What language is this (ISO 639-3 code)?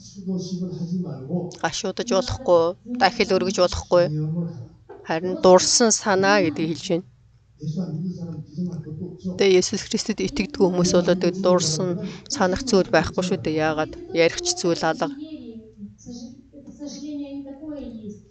mon